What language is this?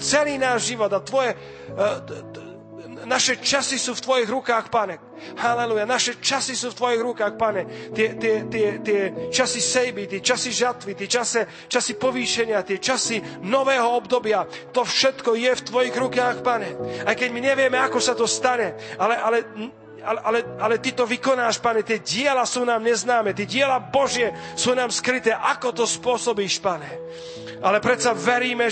Slovak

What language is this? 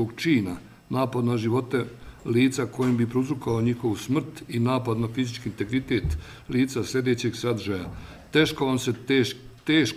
Bosnian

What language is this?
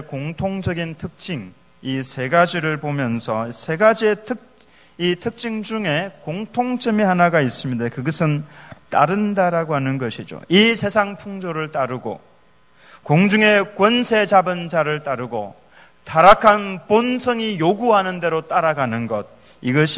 Korean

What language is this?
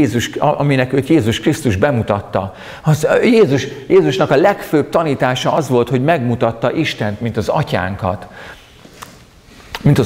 Hungarian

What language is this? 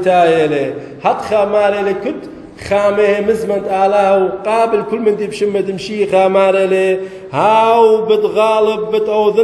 Assyrian Neo-Aramaic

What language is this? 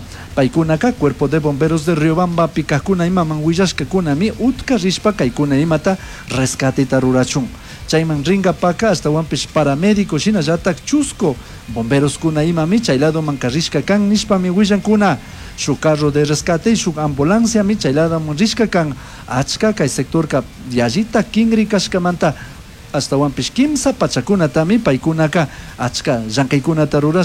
Chimborazo Highland Quichua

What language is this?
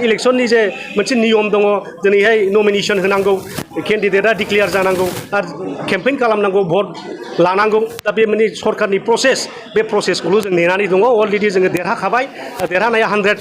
Bodo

